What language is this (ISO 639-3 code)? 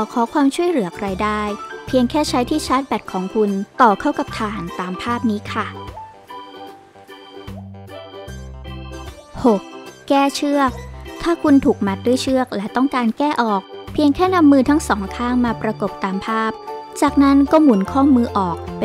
tha